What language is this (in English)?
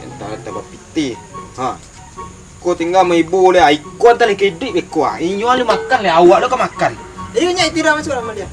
Minangkabau